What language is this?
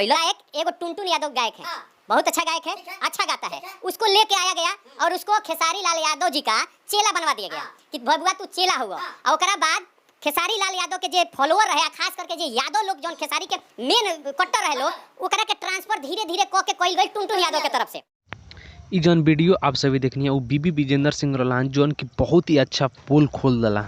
Bhojpuri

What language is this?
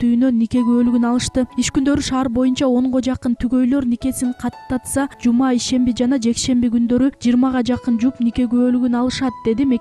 Kyrgyz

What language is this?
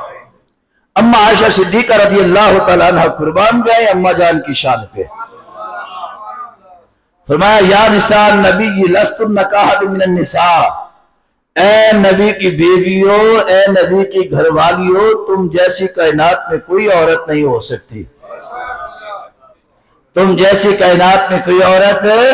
Urdu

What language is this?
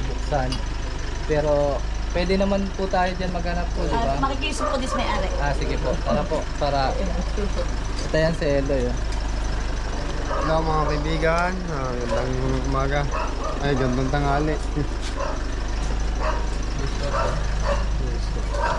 Filipino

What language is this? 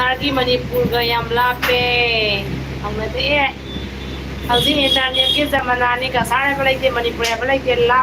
Manipuri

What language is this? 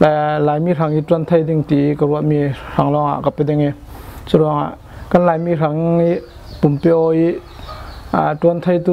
Falam Chin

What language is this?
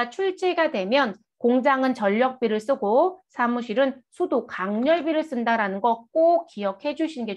Korean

